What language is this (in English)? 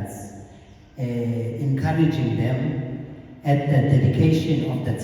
Zulu